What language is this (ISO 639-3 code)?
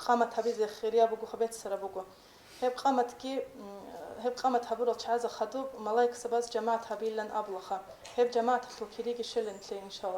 ava